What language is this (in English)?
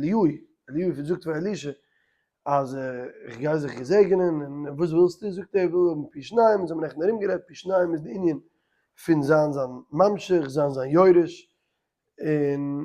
Yiddish